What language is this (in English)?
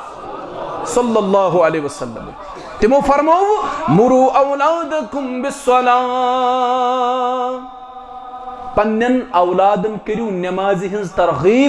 Kashmiri